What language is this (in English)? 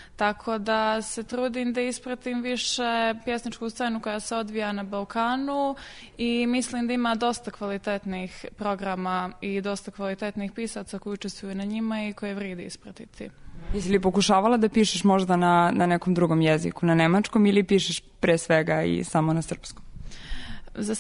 Serbian